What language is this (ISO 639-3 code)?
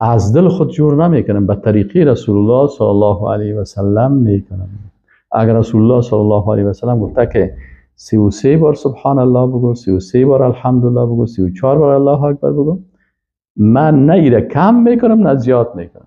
fas